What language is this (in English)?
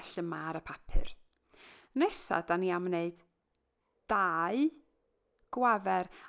Welsh